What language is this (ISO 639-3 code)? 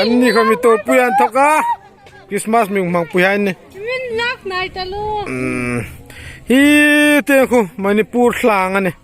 hmr